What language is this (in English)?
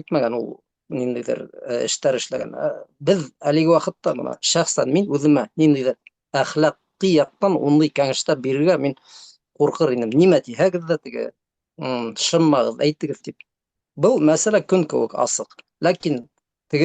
Bashkir